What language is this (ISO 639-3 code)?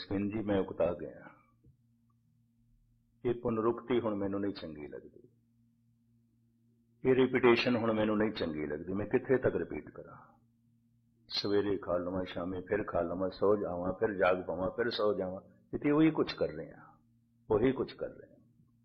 pan